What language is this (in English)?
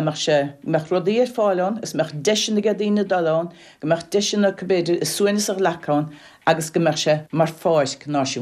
Irish